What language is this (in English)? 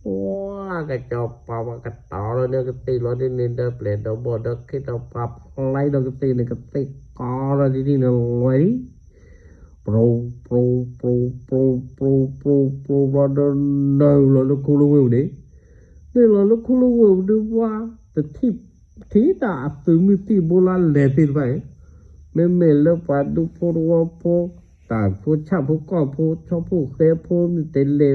S'gaw Karen